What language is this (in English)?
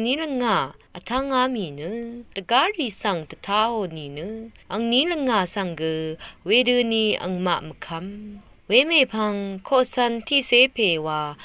Rawang